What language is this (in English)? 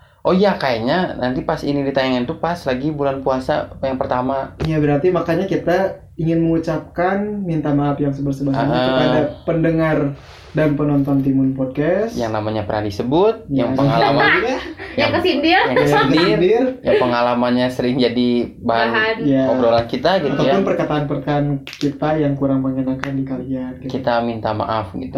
Indonesian